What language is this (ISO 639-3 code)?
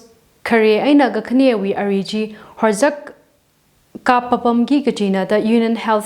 nmf